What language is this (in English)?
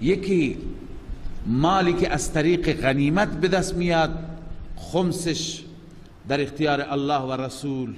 Persian